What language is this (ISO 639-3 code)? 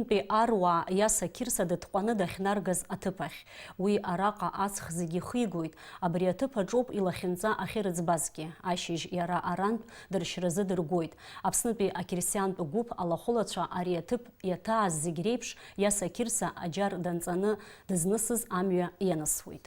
abk